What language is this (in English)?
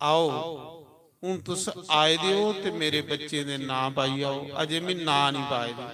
Dogri